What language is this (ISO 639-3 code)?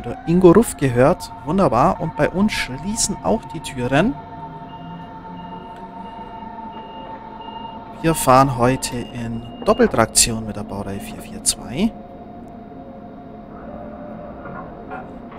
deu